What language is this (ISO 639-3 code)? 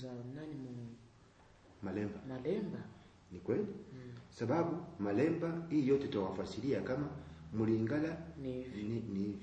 swa